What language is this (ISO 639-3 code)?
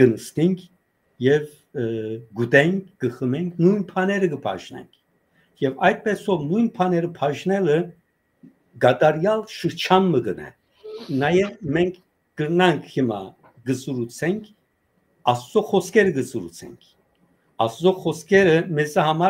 hyw